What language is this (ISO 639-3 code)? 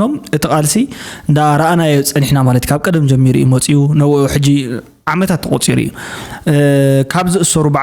tir